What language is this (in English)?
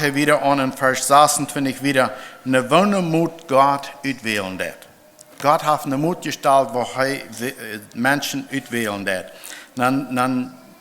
Plautdietsch